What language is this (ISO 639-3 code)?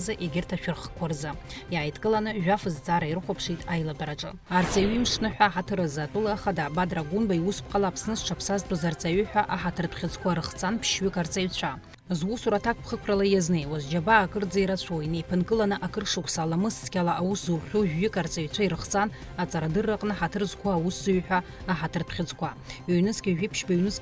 abk